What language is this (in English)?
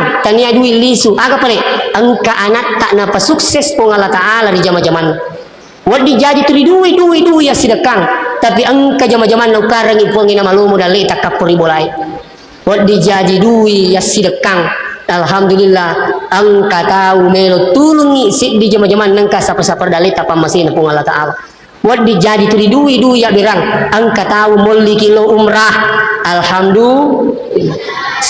Buginese